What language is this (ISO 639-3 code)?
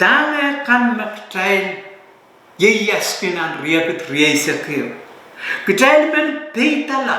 pon